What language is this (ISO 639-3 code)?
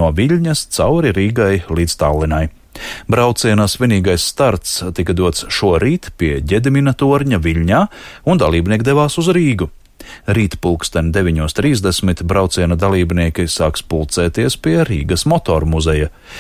lav